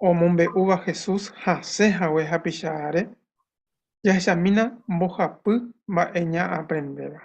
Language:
Guarani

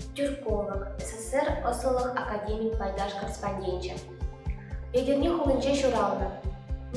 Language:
Chuvash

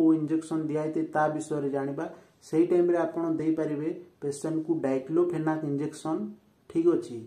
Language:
Odia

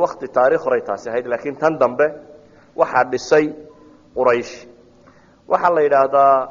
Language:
Somali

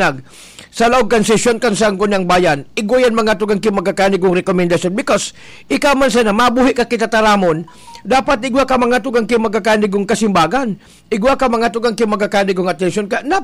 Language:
Bikol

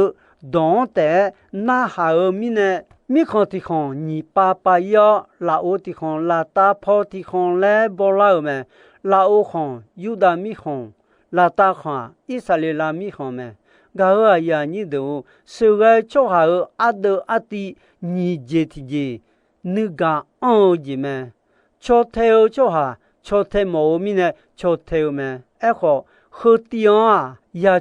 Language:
Akha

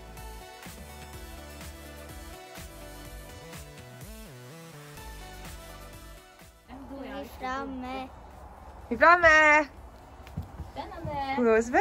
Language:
Swedish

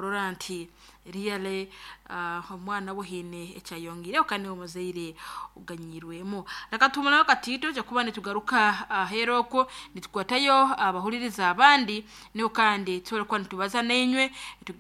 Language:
Nyoro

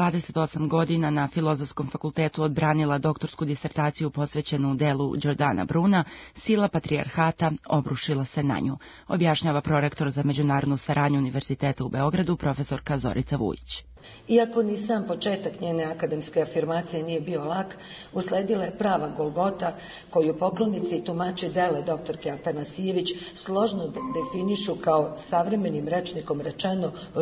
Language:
Serbian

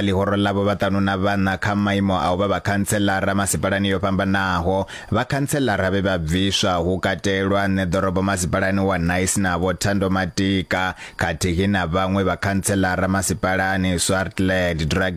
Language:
Venda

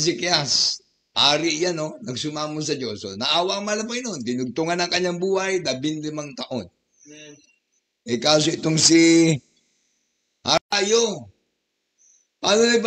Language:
Filipino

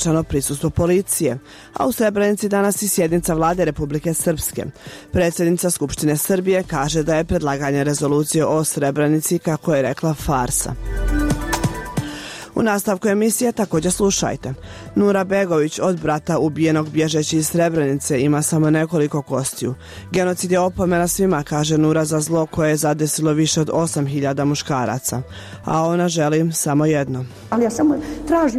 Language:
Bosnian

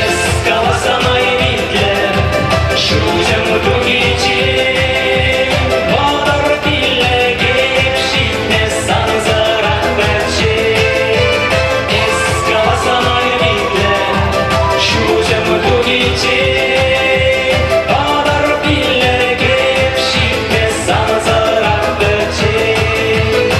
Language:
Chuvash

